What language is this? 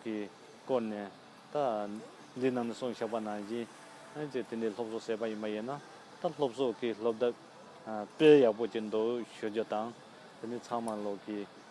Tibetan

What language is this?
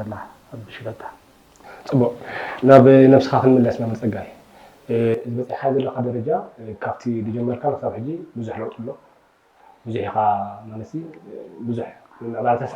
Tigrinya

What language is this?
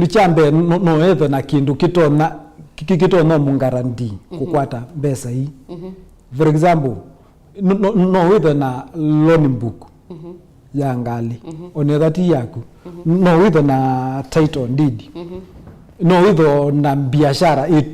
Kamba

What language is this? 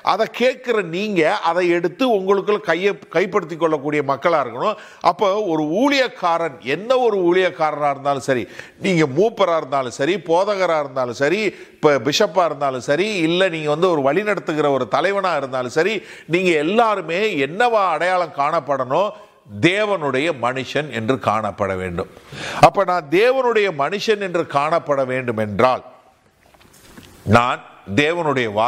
Tamil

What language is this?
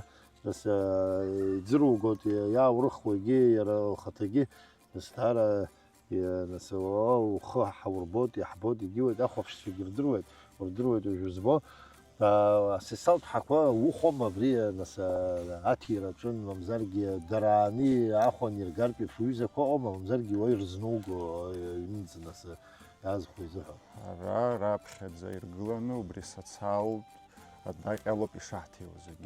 Abkhazian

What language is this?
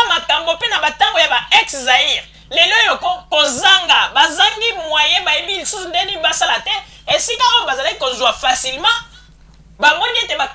Lingala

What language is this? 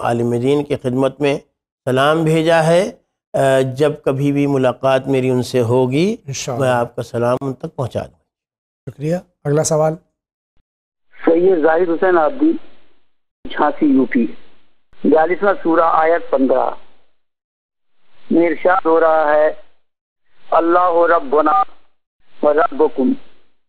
Urdu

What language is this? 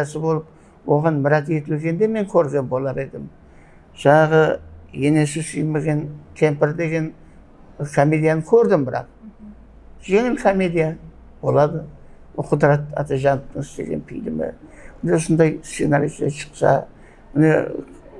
Kara-Kalpak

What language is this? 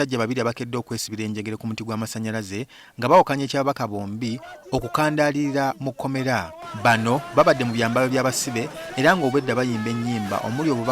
Ganda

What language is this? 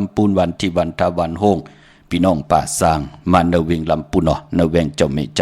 Shan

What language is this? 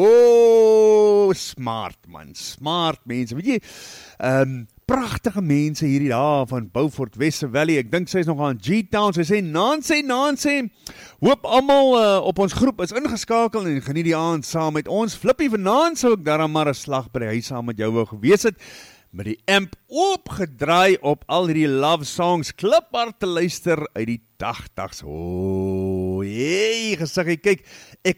Afrikaans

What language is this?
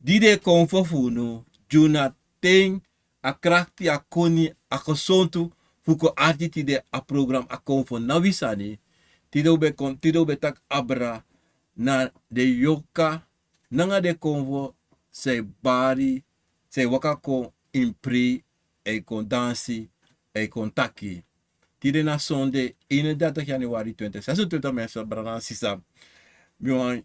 Sranan Tongo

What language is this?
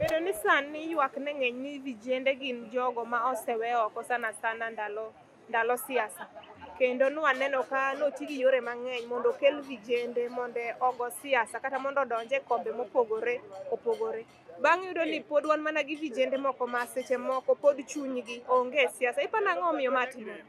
Luo (Kenya and Tanzania)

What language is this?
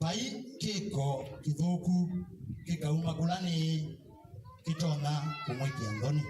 Kamba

